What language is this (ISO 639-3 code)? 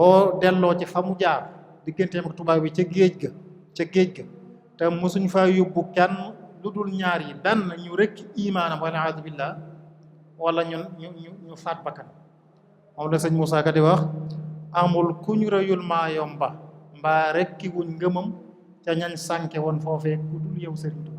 wol